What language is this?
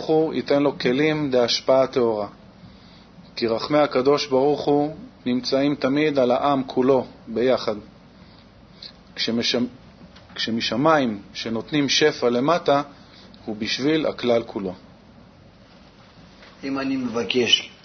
Hebrew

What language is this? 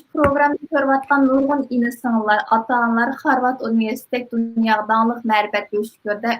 Uyghur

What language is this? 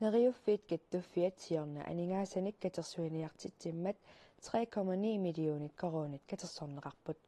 Kalaallisut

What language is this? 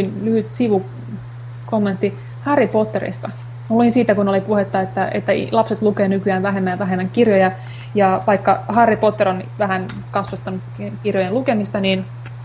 Finnish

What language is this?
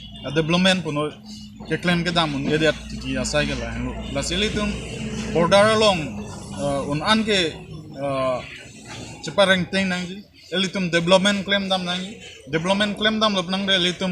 Karbi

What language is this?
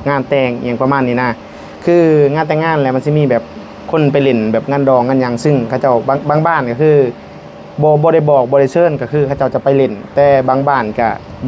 Lao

